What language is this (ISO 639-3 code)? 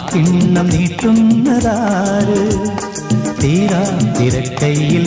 mal